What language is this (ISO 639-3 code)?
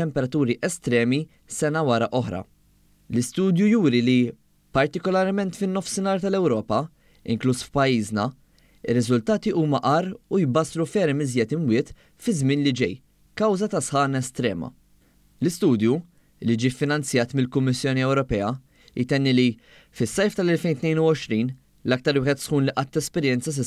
mlt